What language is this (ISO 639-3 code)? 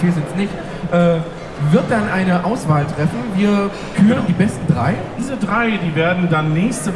deu